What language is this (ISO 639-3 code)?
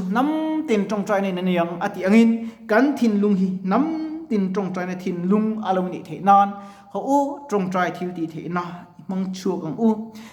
lus